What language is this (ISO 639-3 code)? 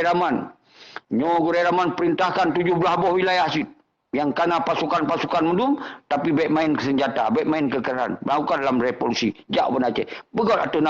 ace